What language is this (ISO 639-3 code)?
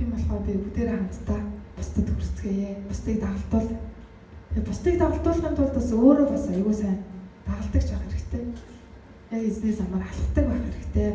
mon